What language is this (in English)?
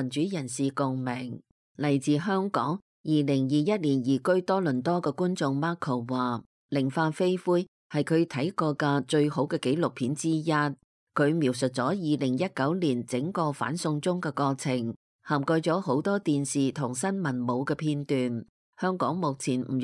Cantonese